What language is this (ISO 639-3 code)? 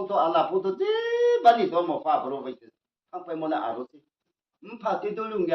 ria